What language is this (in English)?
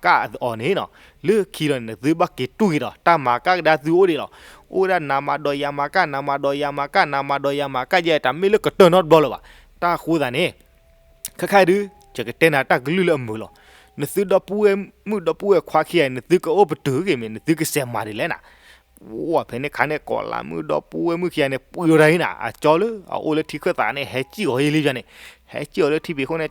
S'gaw Karen